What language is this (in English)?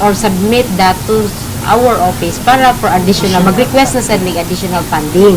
Cebuano